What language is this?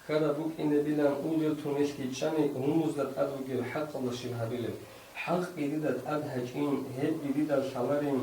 Avaric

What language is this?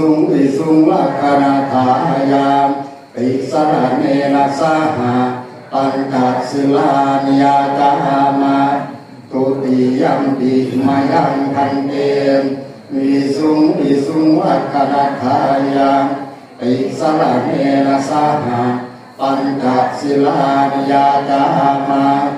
Pali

